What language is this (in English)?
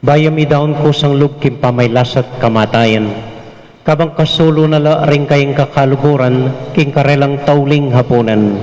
Pampanga